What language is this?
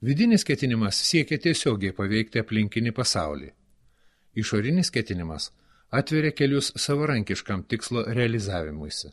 Lithuanian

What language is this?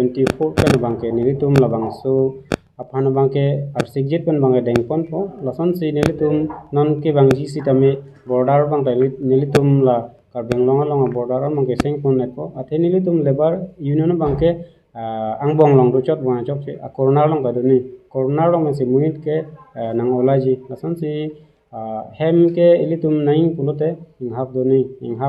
Karbi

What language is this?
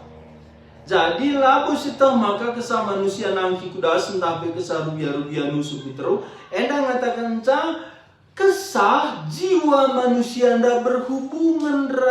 Batak Karo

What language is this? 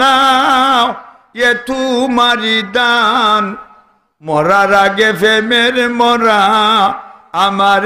Sylheti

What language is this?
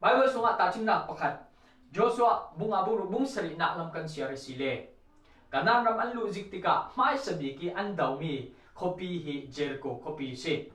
Falam Chin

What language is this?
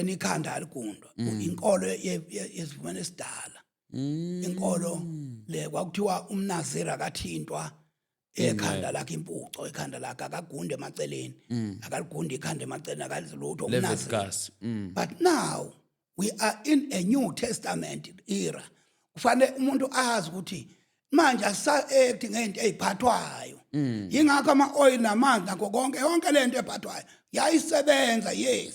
Zulu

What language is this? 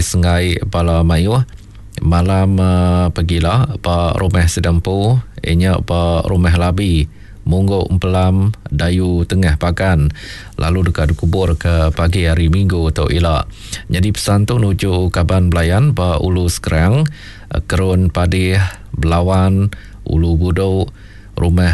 Iban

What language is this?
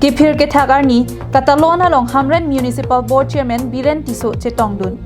Karbi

